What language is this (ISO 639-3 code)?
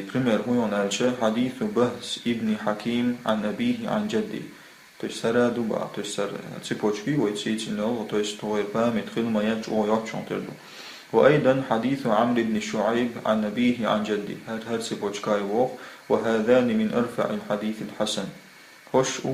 che